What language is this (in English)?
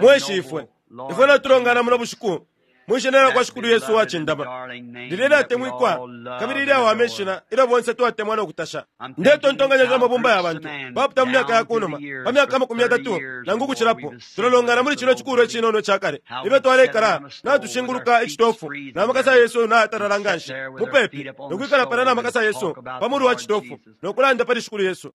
Bemba